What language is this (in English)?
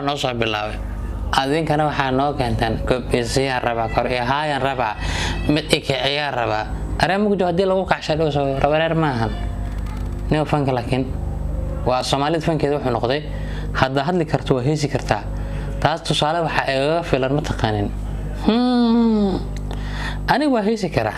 Somali